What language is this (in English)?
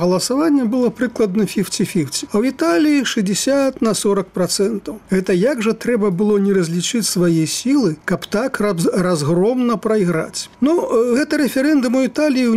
Belarusian